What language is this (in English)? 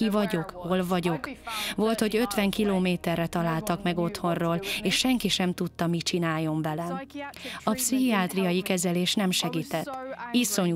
Hungarian